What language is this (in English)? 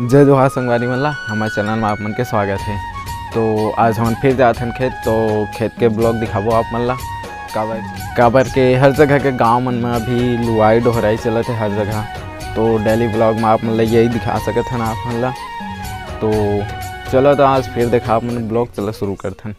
Chhattisgarhi